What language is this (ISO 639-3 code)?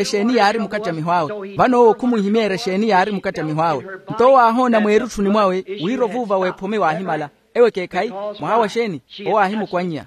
vmw